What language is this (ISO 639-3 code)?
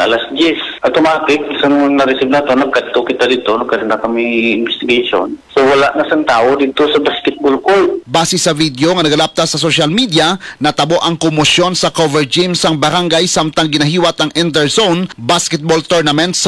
hil